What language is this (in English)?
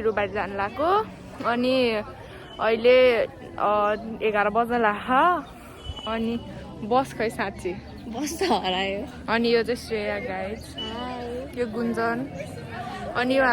Nepali